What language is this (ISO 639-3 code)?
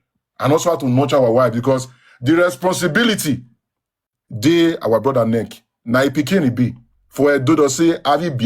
pcm